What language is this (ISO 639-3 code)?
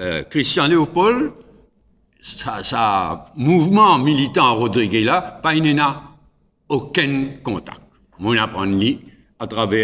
mfe